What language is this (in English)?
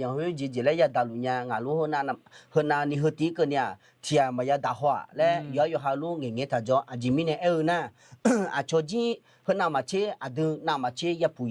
Akha